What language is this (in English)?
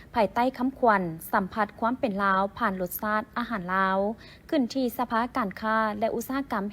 Lao